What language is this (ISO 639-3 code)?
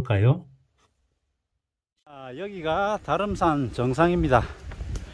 kor